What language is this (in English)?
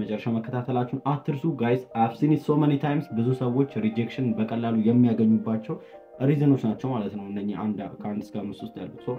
Amharic